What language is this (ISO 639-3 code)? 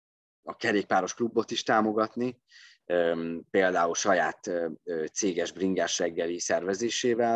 hun